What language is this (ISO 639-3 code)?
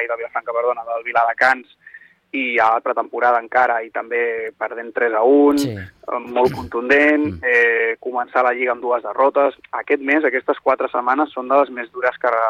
cat